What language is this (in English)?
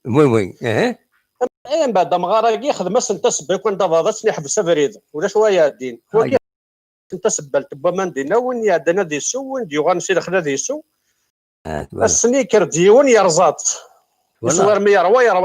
Kabyle